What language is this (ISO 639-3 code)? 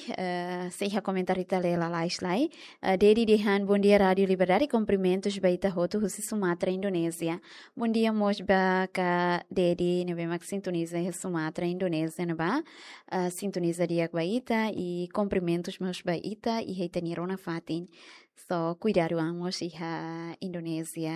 tet